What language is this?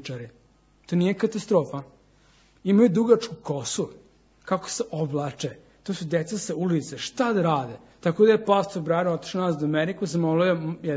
Serbian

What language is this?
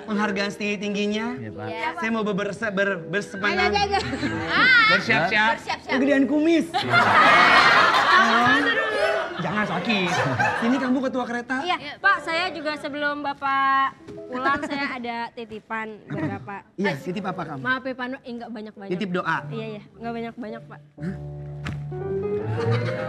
Indonesian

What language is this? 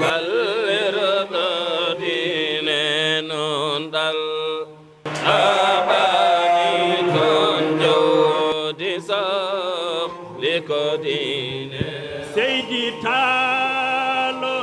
Fula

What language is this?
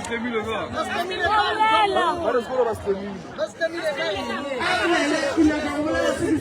Northern Sotho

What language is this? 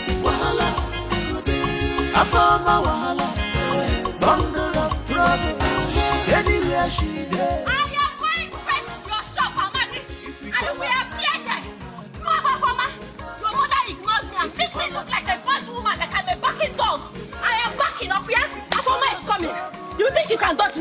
Nigerian Pidgin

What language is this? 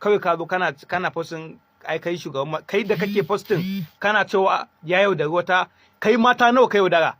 Hausa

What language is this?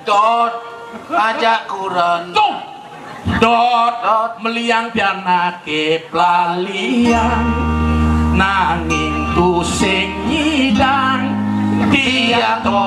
Balinese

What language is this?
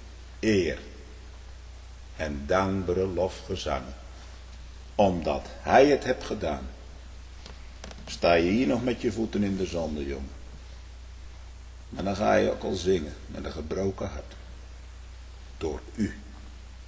Dutch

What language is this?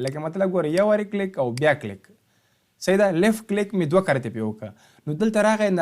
Pashto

